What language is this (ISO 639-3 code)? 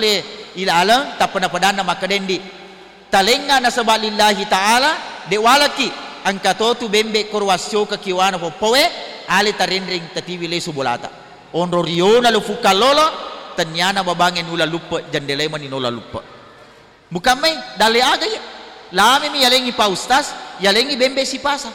bug